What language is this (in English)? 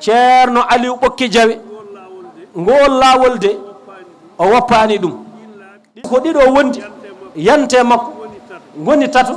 Fula